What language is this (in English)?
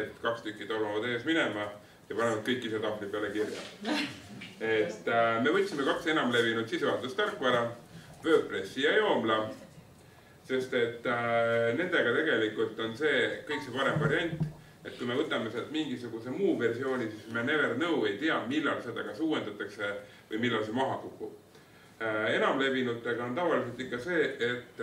Estonian